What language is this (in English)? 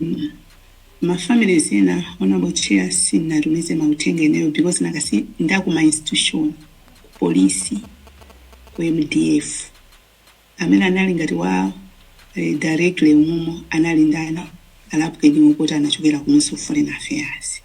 Nyanja